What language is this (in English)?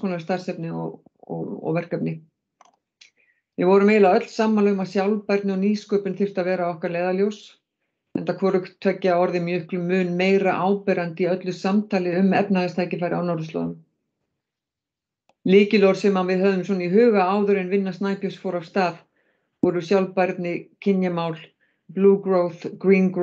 Icelandic